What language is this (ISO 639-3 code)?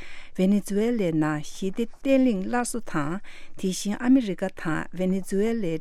bod